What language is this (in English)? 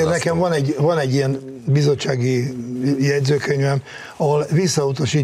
Hungarian